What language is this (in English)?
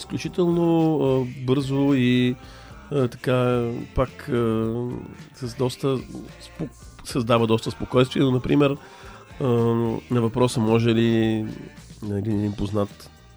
Bulgarian